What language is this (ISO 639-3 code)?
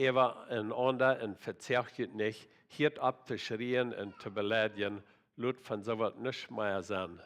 pdt